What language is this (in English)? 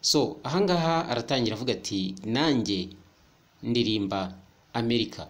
Kinyarwanda